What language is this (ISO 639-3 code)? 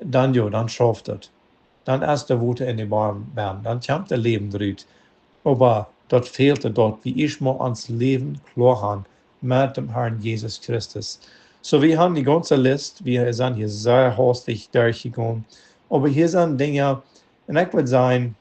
pdt